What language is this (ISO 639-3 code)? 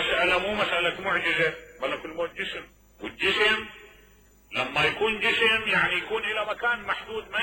acm